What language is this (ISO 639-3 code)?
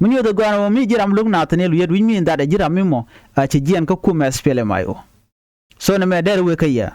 nus